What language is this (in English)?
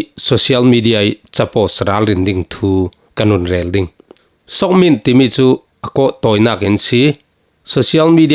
Falam Chin